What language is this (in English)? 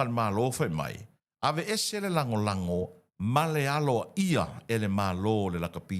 Samoan